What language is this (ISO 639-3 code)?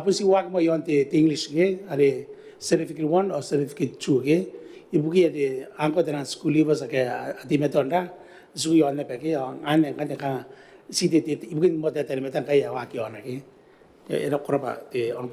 gil